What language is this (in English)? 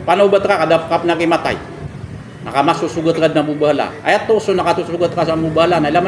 Maranao